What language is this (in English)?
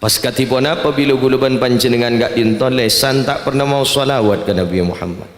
Madurese